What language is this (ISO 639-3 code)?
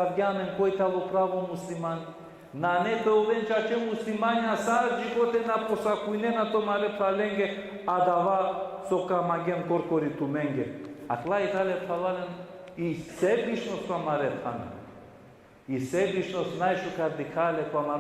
rmn